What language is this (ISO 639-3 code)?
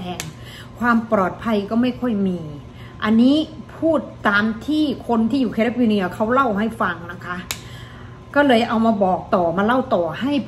tha